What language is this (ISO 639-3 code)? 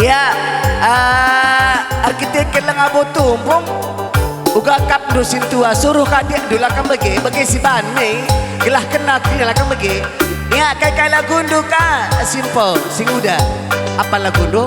btx